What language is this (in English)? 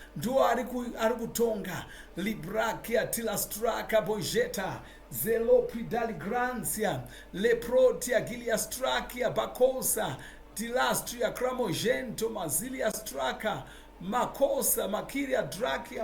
Shona